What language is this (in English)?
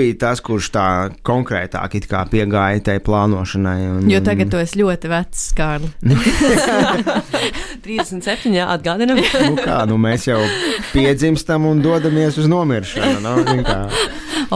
Latvian